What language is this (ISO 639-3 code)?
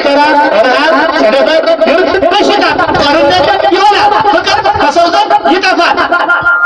amh